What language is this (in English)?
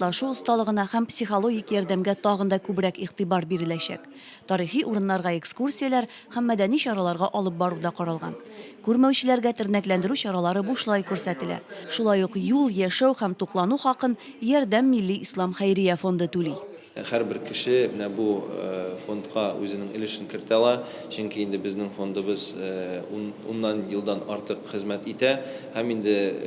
Tatar